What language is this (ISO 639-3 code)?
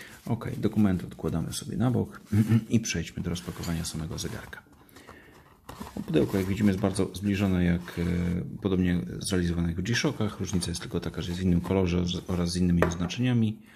pol